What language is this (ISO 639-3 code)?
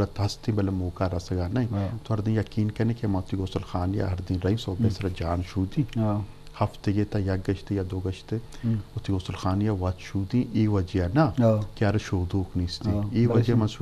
bgp